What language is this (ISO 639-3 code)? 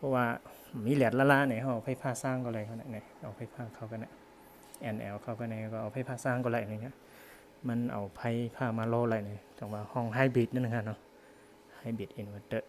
shn